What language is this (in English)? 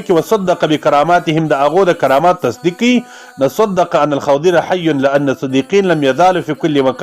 Pashto